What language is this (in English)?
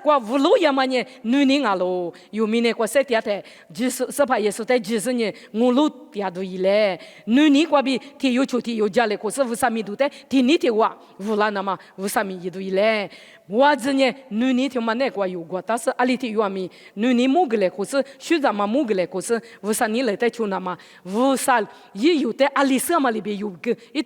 Lisu